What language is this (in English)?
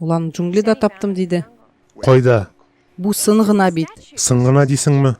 Tatar